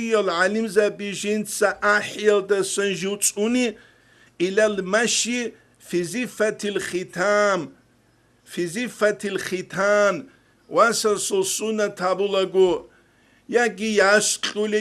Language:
Avaric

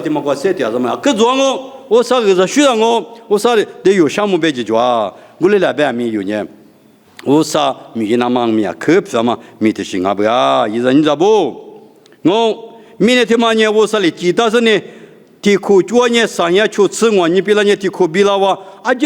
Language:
Lisu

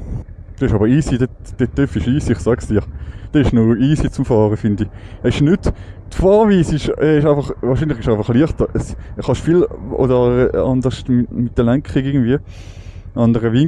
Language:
Swiss German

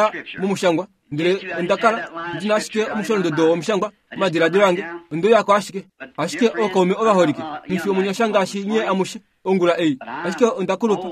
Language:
Kuanyama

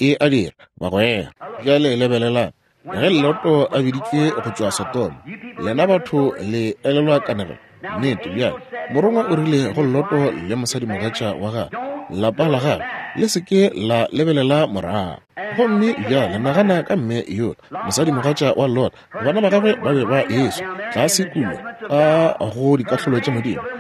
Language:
Northern Sotho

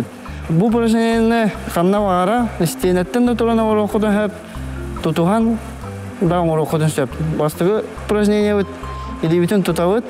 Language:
Yakut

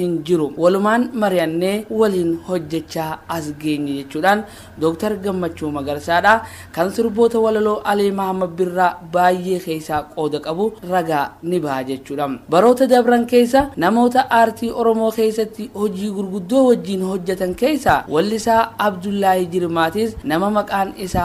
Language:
Oromo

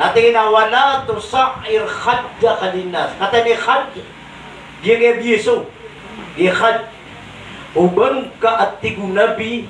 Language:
Maranao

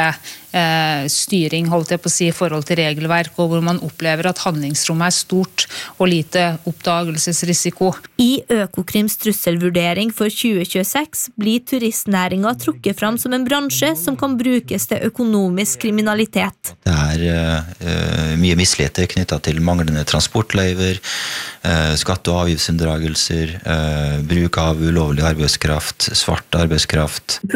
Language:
Norwegian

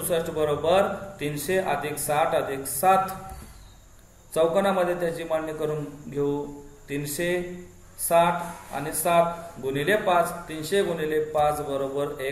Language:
Marathi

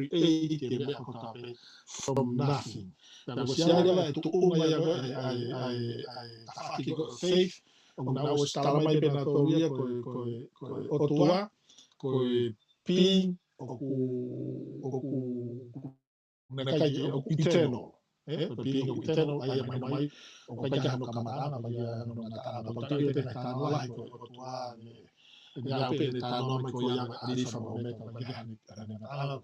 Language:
Tongan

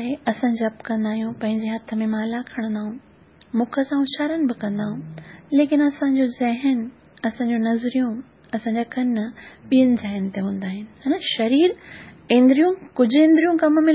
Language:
Sindhi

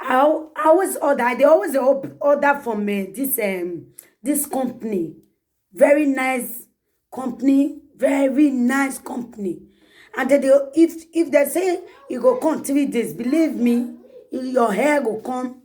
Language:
Nigerian Pidgin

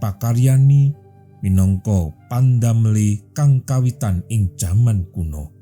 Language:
Javanese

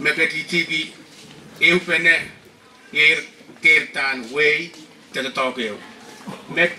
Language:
Pohnpeian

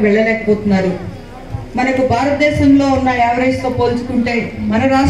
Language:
Telugu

